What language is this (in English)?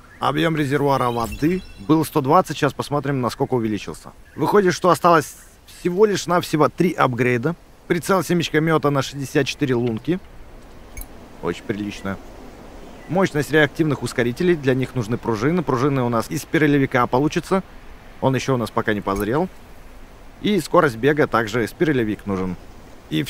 Russian